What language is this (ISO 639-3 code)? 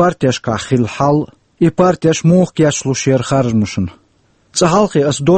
che